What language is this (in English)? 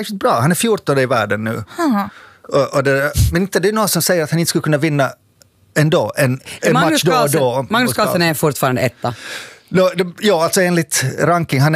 Swedish